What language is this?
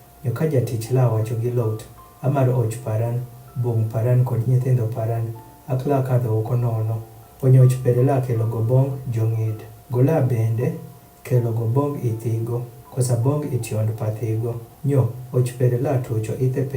Adhola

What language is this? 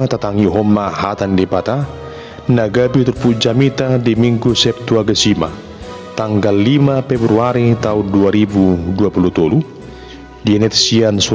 Batak Toba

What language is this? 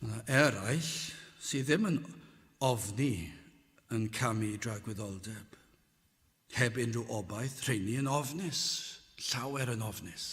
Welsh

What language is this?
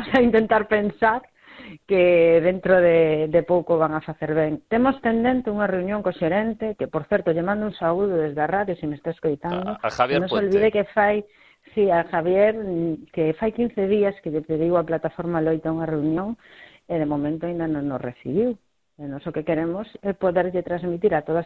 Galician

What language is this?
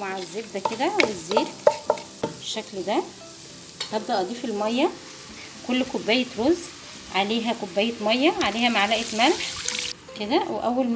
Egyptian Arabic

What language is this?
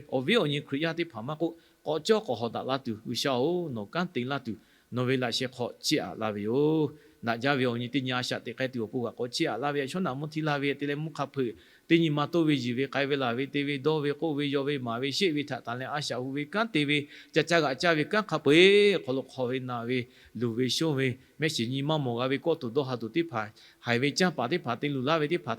Lahu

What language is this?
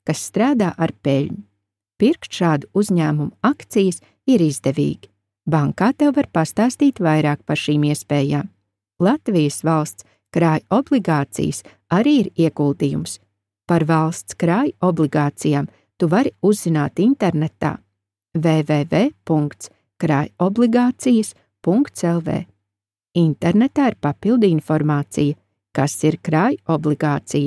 Latvian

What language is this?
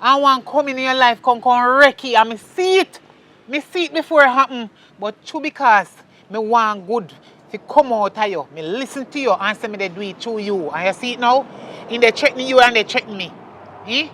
Jamaican Creole English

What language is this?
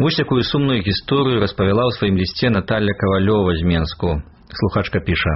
Belarusian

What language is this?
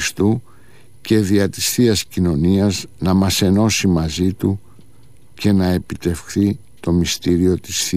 Greek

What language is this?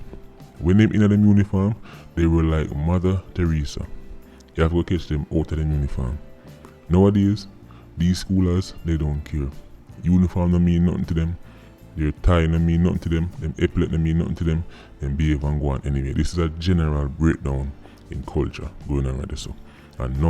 Jamaican Creole English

